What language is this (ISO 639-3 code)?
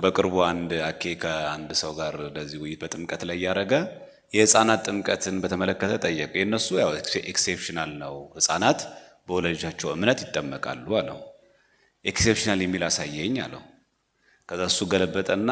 amh